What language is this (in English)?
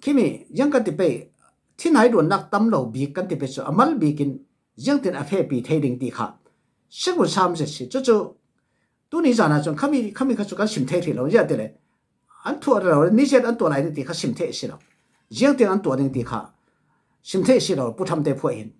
Falam Chin